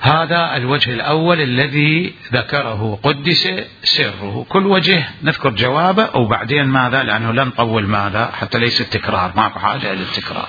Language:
Mesopotamian Arabic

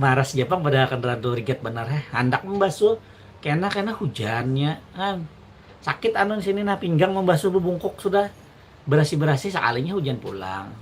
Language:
Banjar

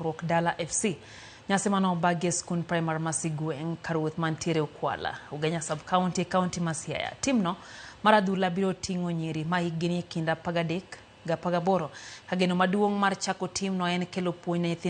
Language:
Luo (Kenya and Tanzania)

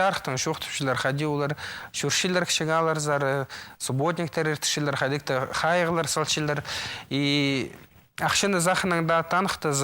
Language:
Khakas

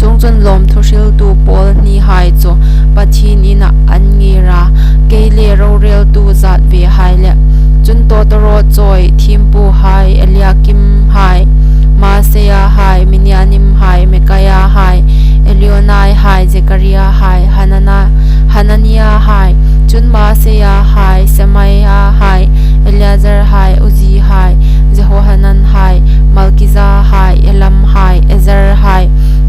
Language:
Hmar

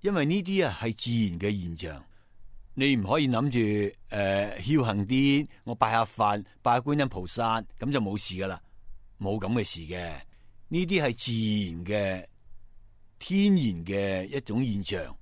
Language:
Cantonese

